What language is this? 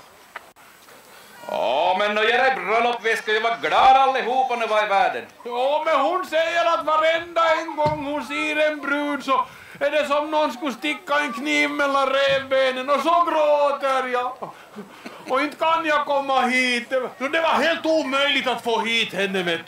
Swedish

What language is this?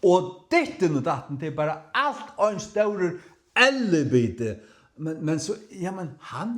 Faroese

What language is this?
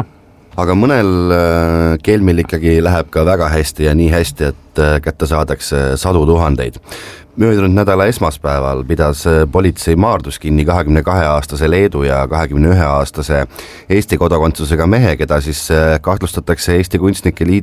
Estonian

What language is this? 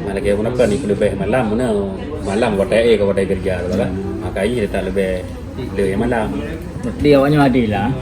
Achinese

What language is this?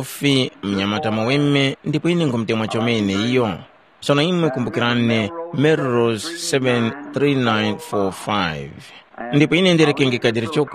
Tumbuka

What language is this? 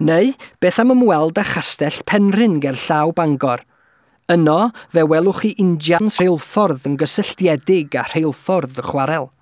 Welsh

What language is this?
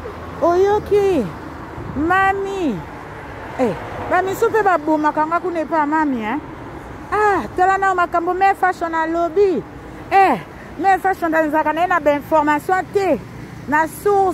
Lingala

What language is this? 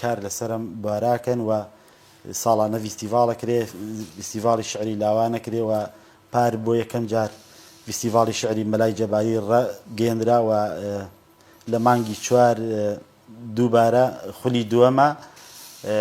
Central Kurdish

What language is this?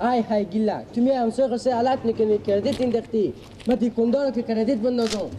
Persian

